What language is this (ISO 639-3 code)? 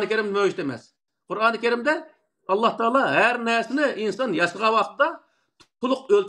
uig